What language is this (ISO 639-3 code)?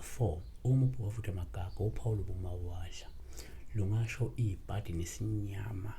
zul